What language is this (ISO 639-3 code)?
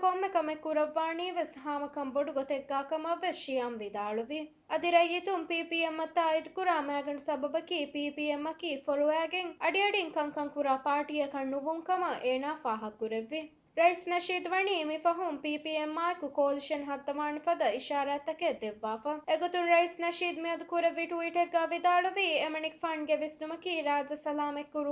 div